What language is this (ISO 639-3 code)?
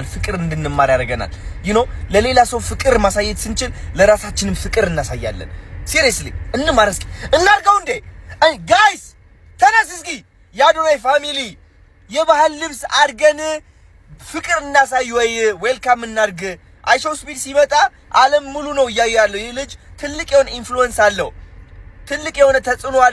amh